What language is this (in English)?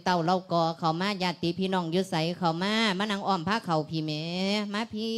Lao